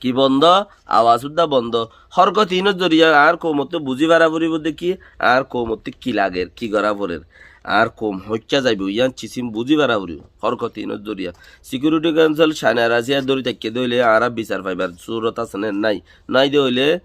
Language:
Rohingya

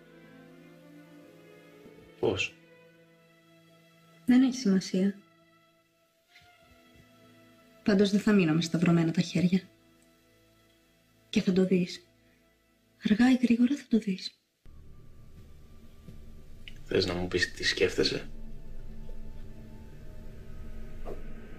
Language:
Greek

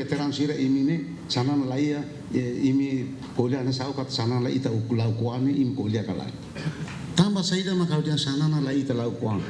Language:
Tetum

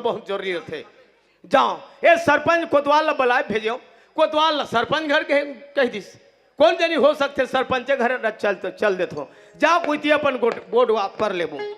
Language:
Chhattisgarhi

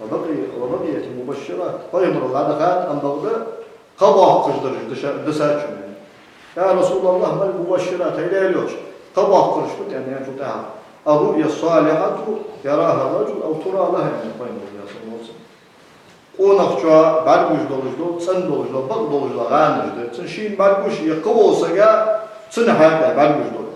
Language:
Ingush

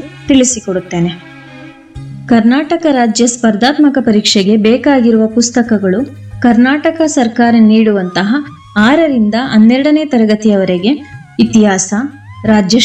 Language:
Kannada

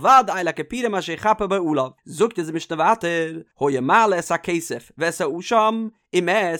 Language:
Yiddish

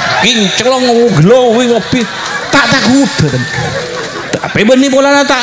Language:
Madurese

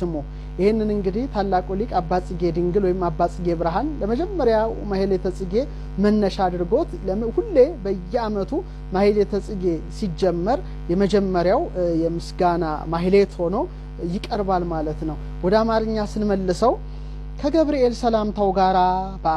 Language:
Amharic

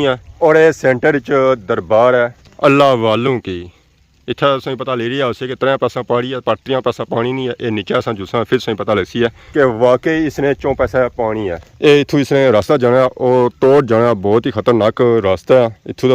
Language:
Pahari-Potwari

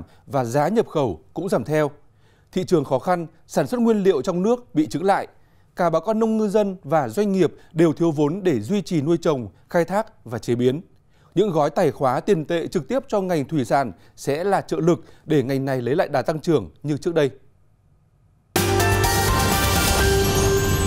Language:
Vietnamese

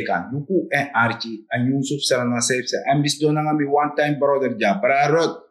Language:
Sranan Tongo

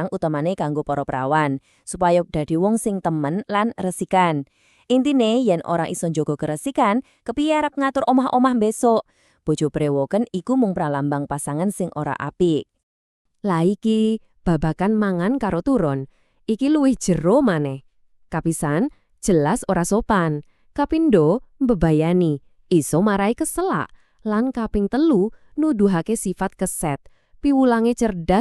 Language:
Javanese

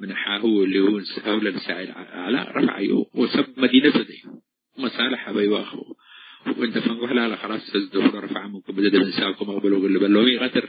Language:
Tigre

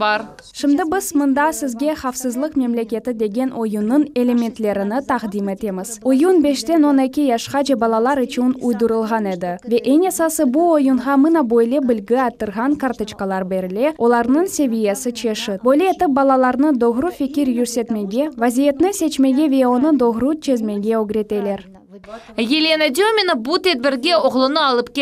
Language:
Crimean Tatar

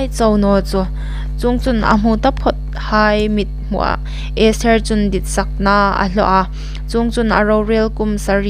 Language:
Hmar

